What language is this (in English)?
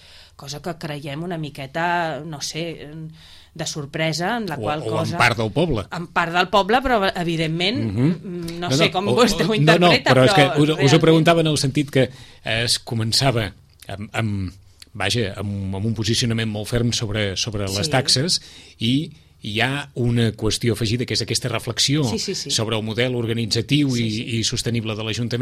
Catalan